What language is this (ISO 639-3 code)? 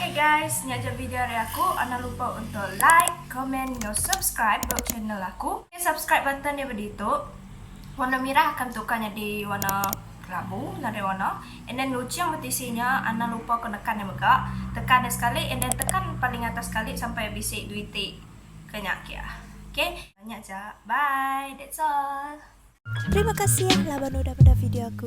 iba